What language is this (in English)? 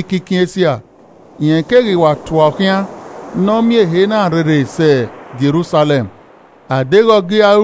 Esan